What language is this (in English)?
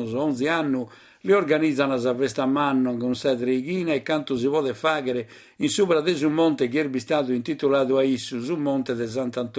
Sardinian